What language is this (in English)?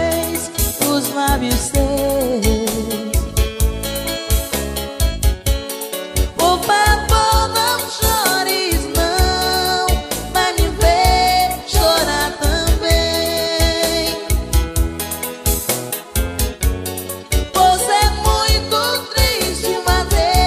Portuguese